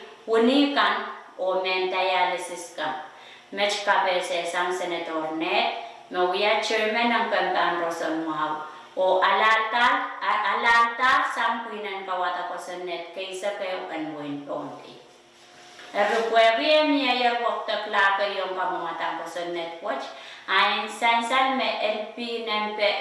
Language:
Pohnpeian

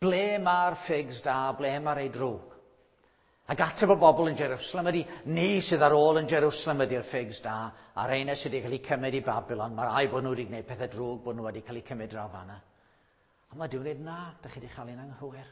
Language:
Welsh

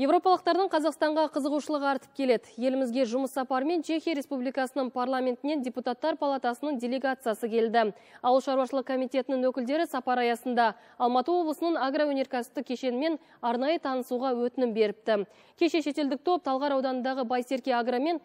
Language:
Kazakh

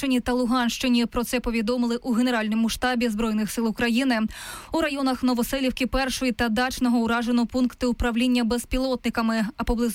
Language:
Ukrainian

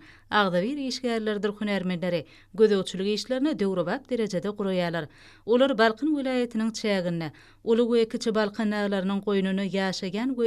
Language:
Turkmen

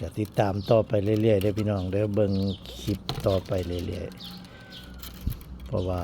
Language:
Northeastern Thai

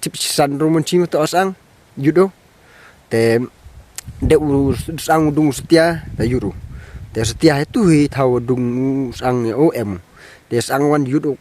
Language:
Pnar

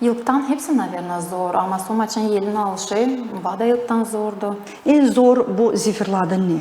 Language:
Gagauz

